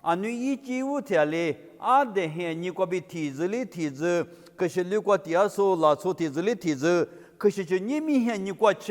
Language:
Lisu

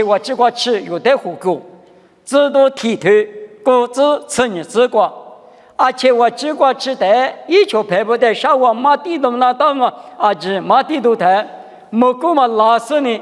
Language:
Lisu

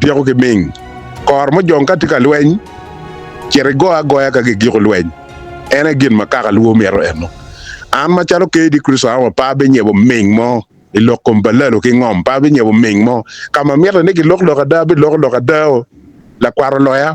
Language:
Acoli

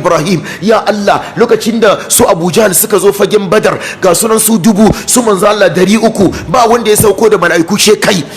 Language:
Hausa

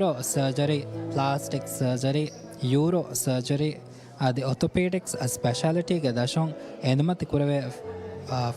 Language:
Divehi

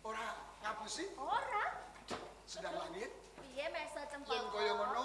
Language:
Javanese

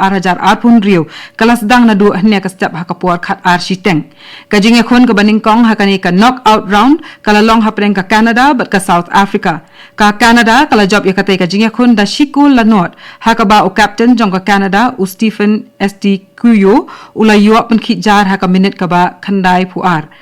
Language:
Khasi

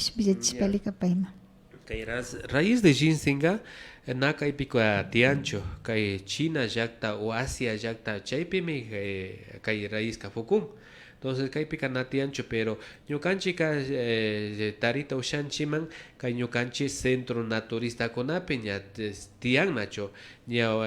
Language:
Imbabura Highland Quichua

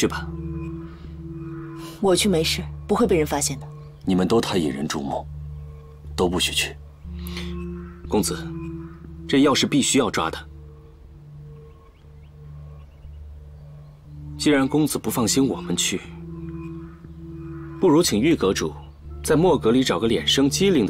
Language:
Chinese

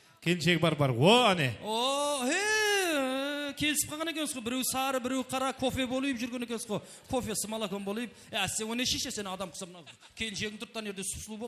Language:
Kara-Kalpak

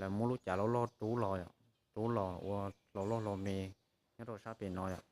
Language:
Hmong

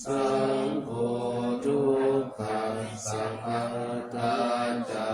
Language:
Pali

